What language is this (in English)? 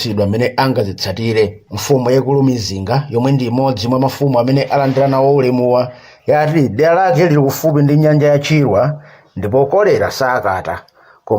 Nyanja